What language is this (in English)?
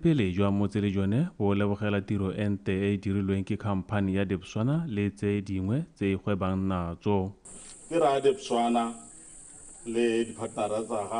Tswana